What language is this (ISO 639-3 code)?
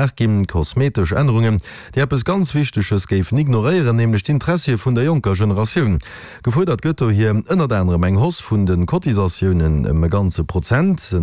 ltz